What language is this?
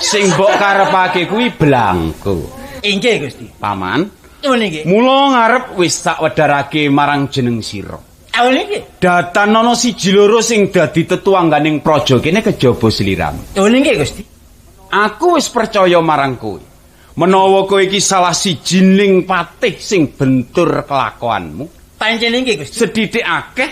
Javanese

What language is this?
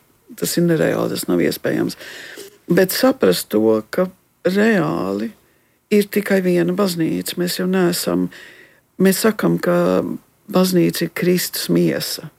Latvian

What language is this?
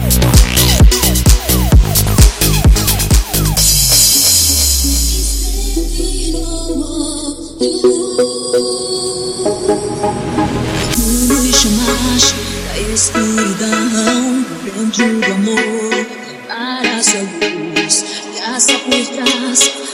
Portuguese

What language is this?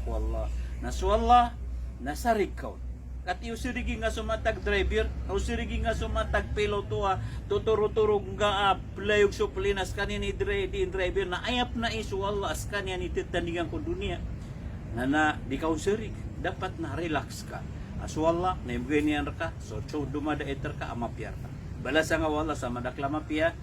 Maranao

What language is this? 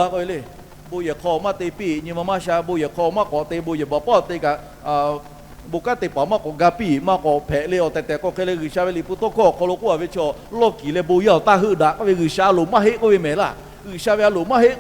Lahu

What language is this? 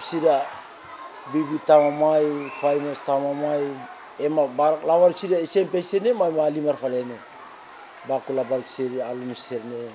Tetum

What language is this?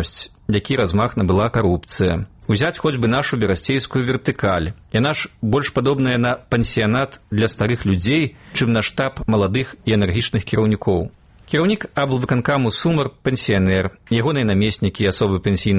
Belarusian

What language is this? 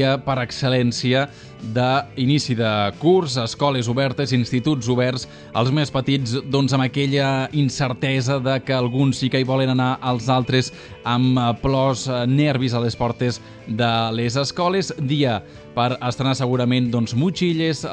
Catalan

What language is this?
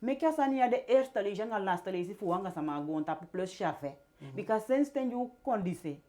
Eastern Maroon Creole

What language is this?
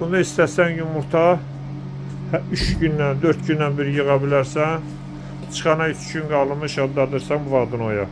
Azerbaijani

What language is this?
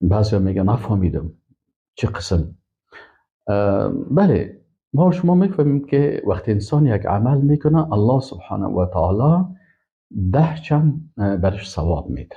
Persian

